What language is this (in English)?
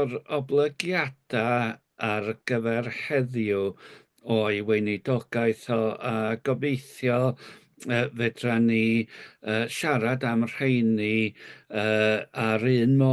Welsh